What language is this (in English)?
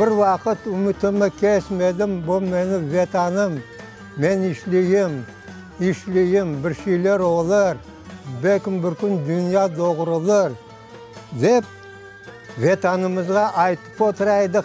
Crimean Tatar